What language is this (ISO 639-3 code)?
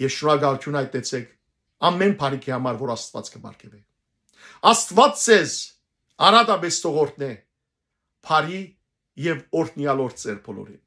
hyw